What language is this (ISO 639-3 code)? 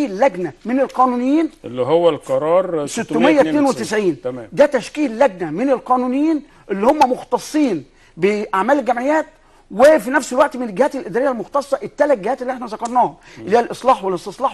arz